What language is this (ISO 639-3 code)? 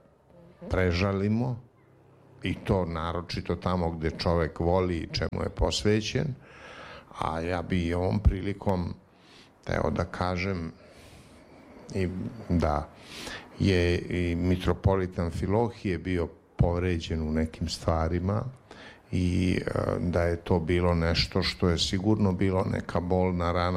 srp